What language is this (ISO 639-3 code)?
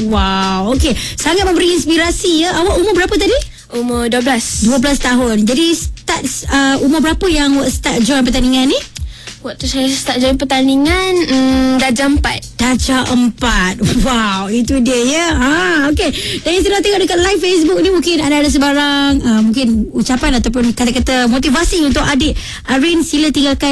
msa